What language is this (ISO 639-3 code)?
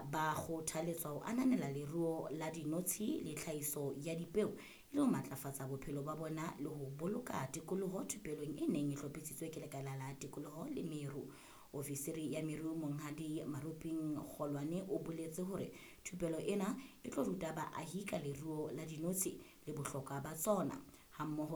sot